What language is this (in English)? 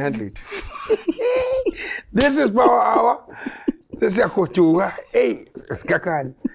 Zulu